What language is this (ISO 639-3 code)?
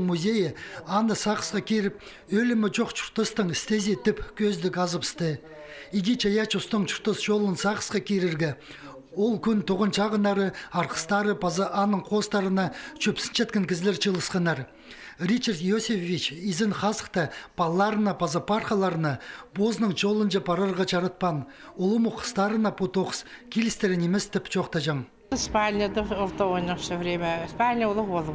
kjh